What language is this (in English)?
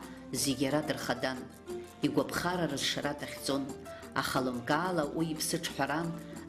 Abkhazian